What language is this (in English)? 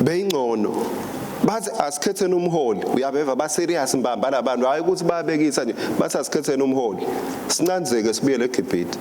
Swati